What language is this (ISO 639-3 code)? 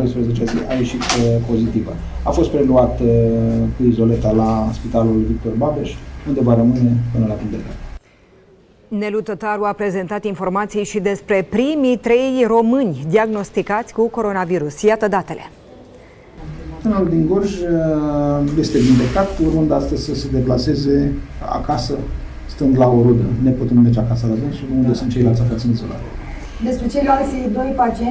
ron